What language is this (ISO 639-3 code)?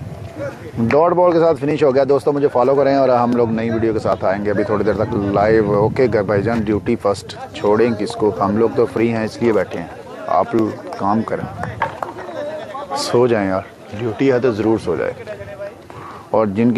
hin